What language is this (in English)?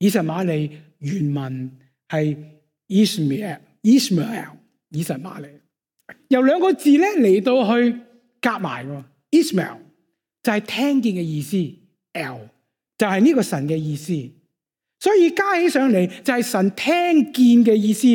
Cantonese